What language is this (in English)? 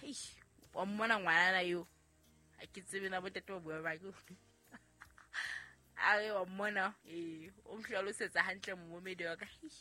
Southern Sotho